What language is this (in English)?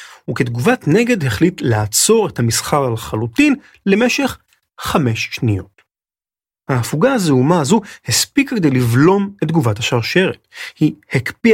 Hebrew